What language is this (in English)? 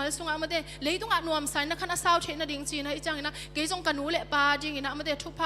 Tedim Chin